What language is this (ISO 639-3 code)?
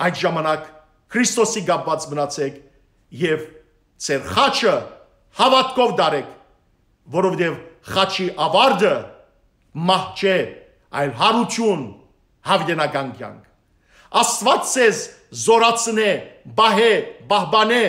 hyw